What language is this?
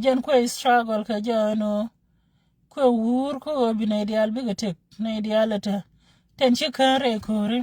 Nuer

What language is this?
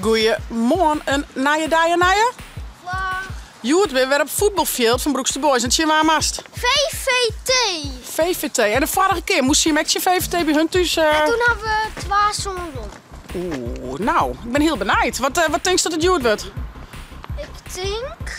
Western Frisian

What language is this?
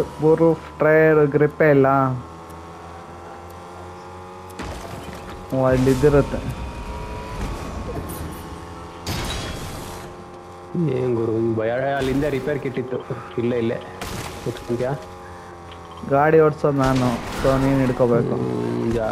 Kannada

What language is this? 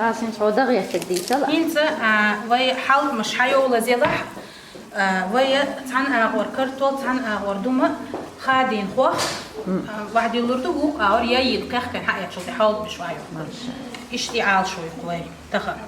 Chechen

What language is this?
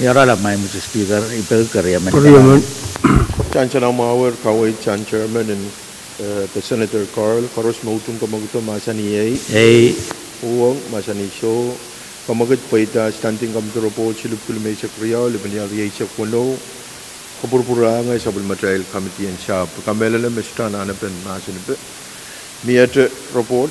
Pohnpeian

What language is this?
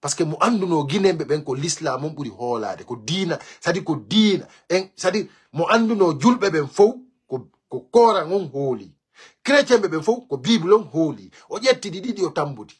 Fula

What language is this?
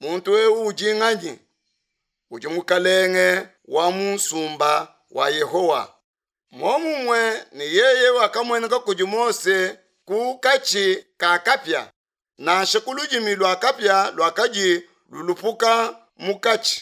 Luba-Lulua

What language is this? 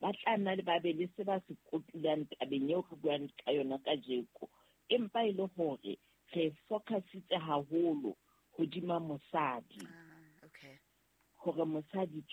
Southern Sotho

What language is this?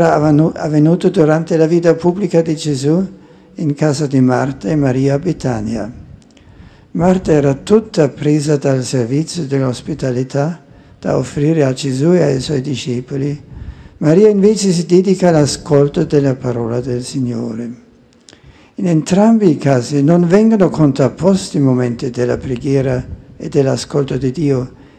Italian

